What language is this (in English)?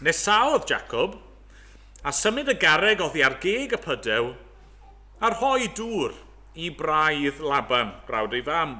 Welsh